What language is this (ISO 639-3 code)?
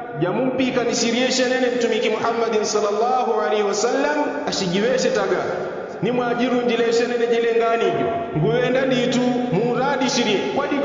yao